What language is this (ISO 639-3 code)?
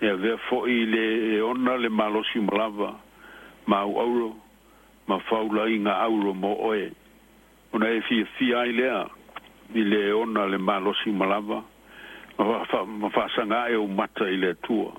smo